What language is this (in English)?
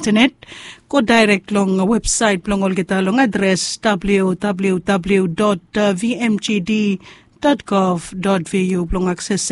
Bislama